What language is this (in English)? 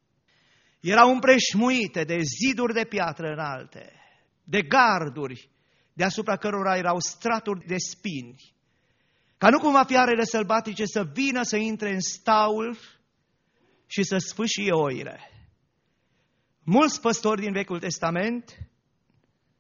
Romanian